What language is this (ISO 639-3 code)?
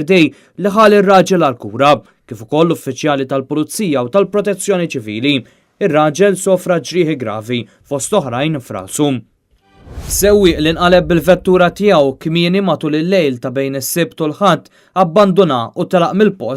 mlt